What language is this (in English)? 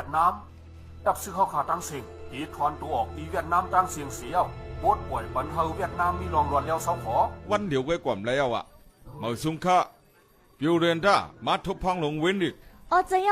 Shan